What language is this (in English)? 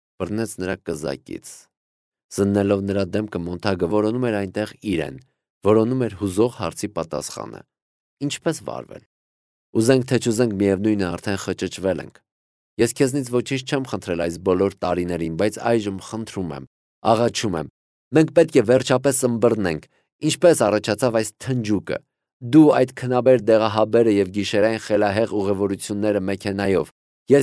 Armenian